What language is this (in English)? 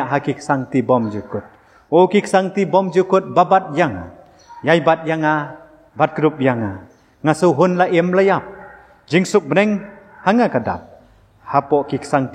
Khasi